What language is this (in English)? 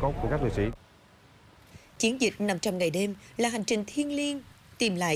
Vietnamese